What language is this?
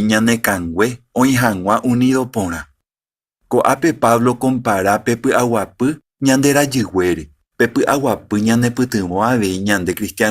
Guarani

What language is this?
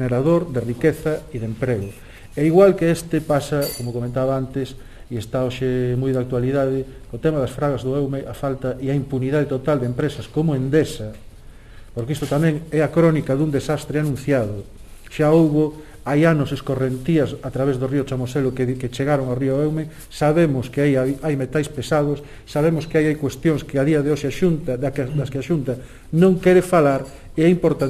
Galician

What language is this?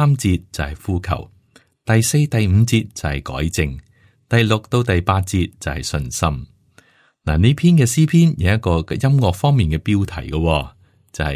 Cantonese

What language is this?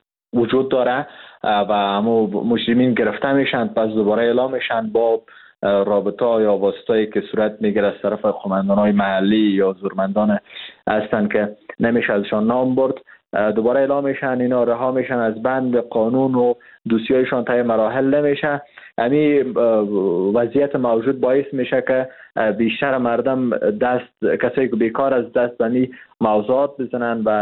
Persian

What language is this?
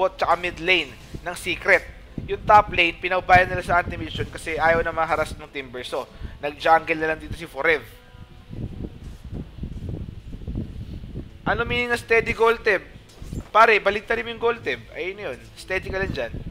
Filipino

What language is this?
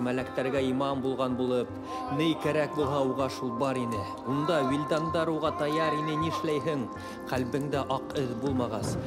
Bashkir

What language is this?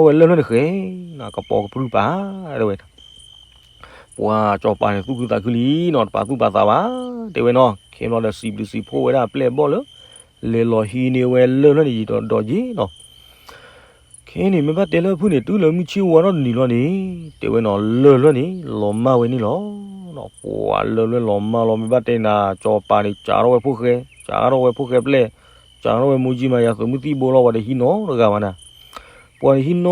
S'gaw Karen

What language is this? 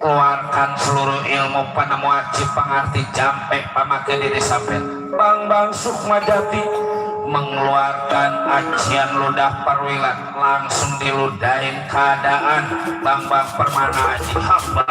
Betawi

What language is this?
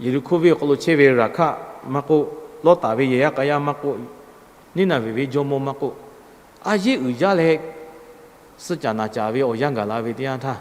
Lahu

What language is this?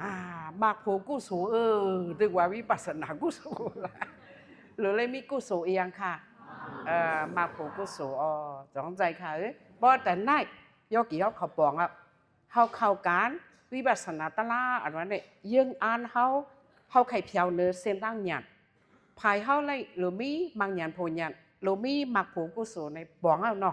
Shan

